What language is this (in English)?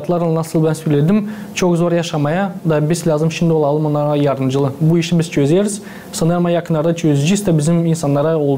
Gagauz